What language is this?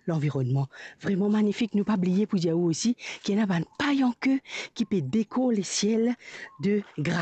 Morisyen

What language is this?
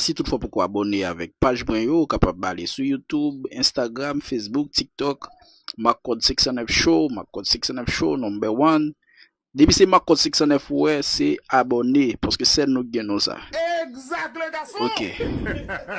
Haitian Creole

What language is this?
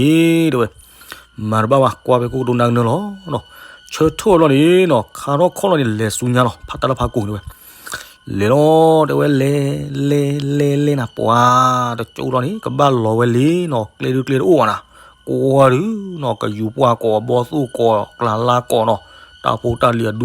S'gaw Karen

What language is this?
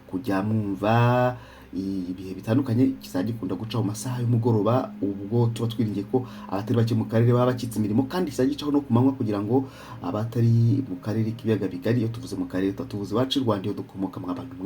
Kinyarwanda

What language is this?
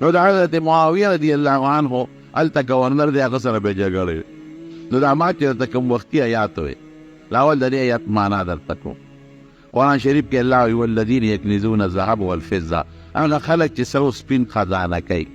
Pashto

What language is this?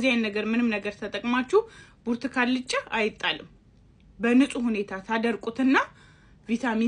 Amharic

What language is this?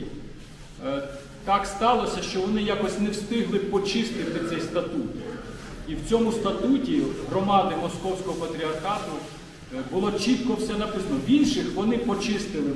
Ukrainian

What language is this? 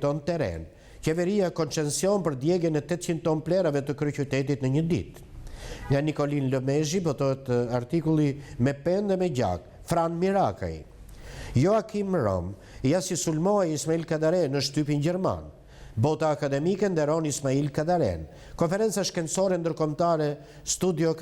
Albanian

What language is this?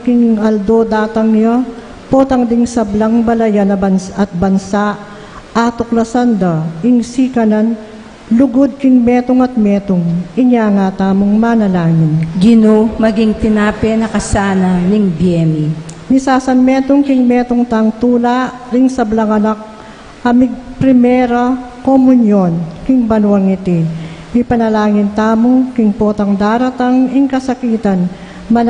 Pampanga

